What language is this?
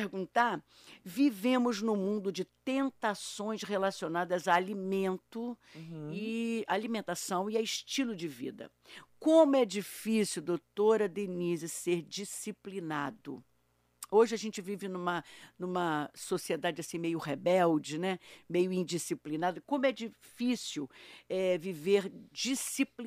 Portuguese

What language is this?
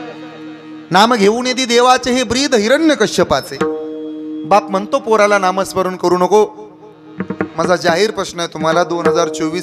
Marathi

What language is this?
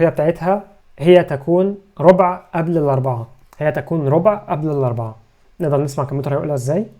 Egyptian Arabic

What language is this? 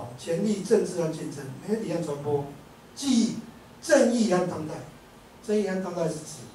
Chinese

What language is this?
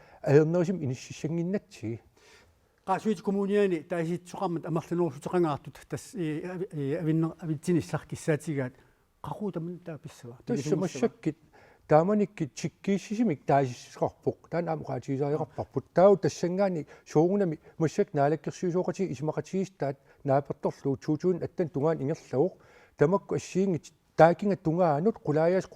Kalaallisut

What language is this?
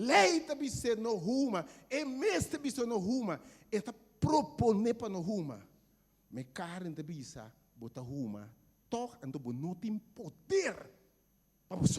Papiamento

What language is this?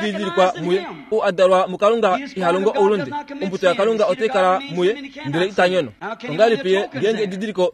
Kuanyama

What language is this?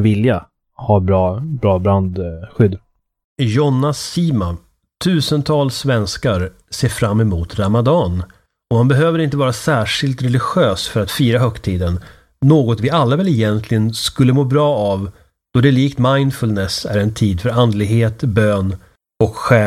Swedish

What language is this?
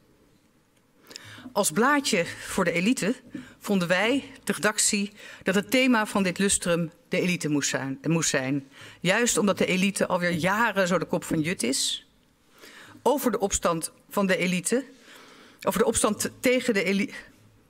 Dutch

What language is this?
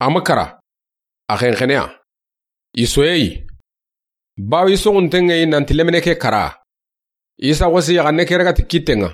Soninke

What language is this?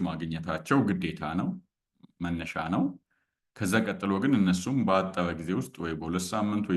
Amharic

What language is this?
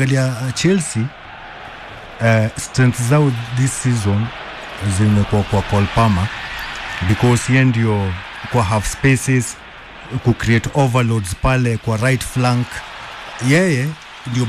Swahili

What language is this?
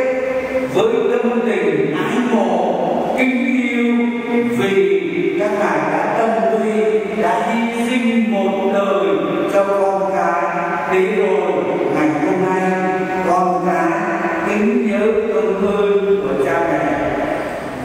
Vietnamese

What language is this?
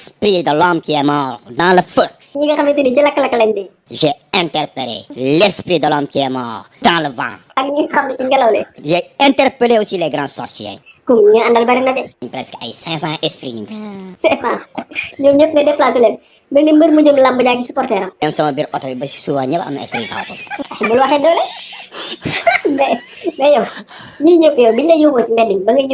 Wolof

